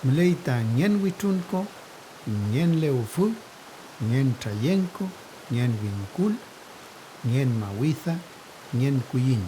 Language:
Mapuche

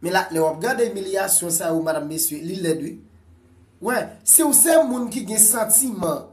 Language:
Haitian Creole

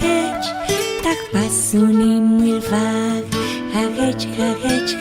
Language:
Tzotzil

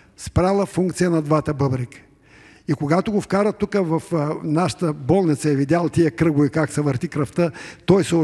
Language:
Bulgarian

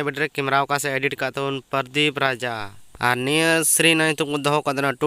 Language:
Santali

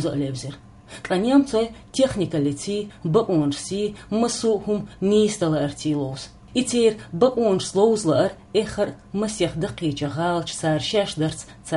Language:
Chechen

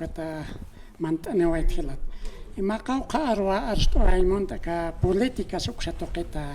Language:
Aymara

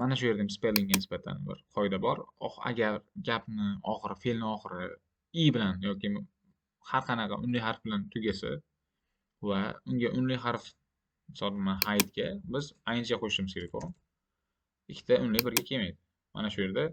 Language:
Uzbek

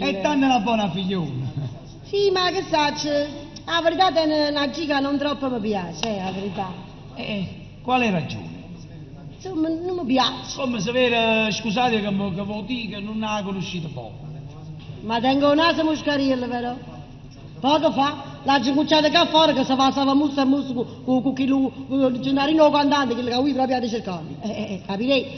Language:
Neapolitan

